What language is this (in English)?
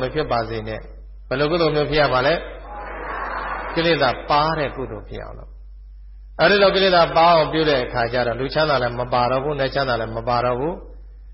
Burmese